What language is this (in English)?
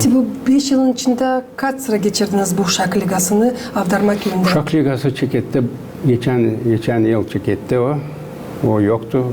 Gagauz